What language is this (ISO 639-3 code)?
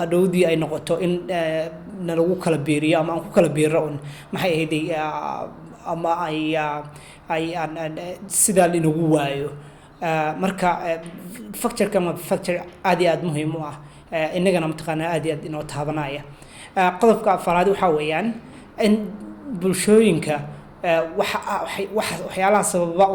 som